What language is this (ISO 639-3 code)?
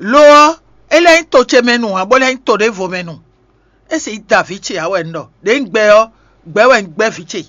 fon